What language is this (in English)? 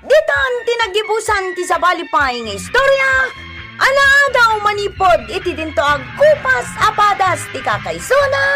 Iloko